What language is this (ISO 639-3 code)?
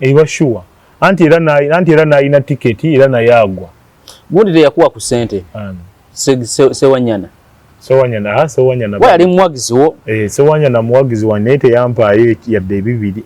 lug